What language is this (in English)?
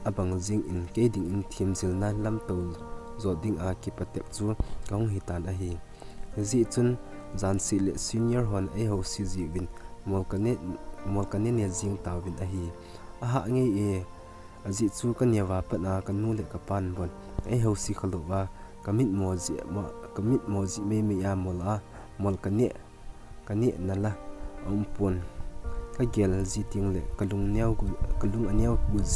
Thado Chin